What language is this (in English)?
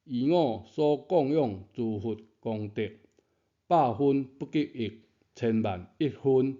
Min Nan Chinese